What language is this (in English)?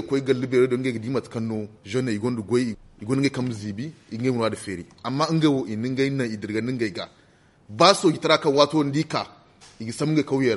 Zarma